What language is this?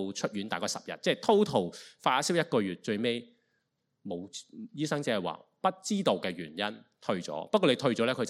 Cantonese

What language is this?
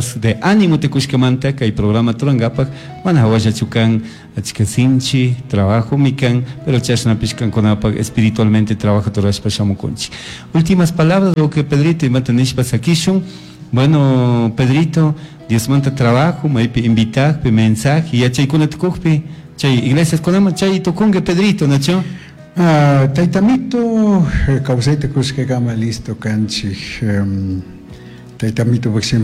Chimborazo Highland Quichua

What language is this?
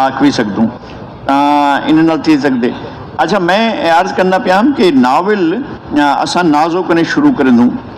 Saraiki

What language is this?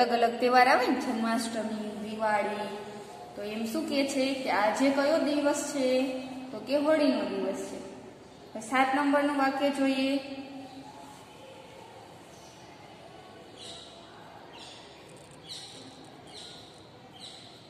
Gujarati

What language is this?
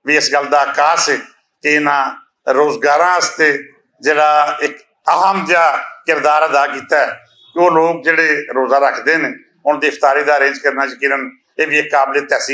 Western Panjabi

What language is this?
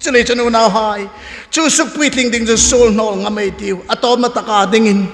Hmar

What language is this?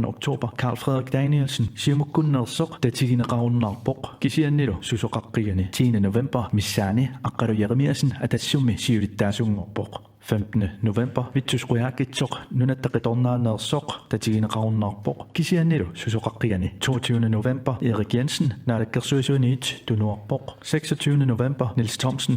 Kalaallisut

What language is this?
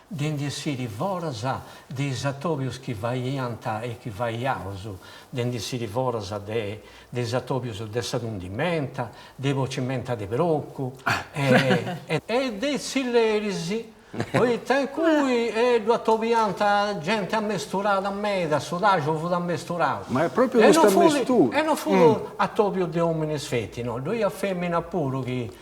Sardinian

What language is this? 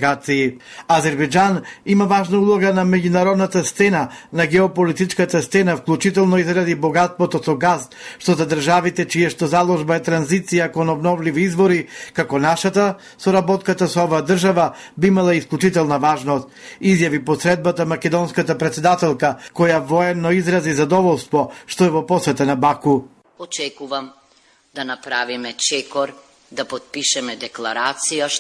Macedonian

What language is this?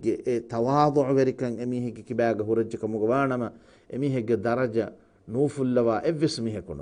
Divehi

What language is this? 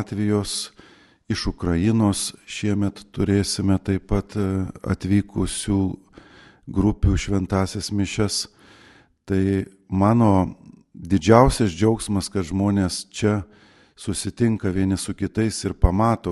Lithuanian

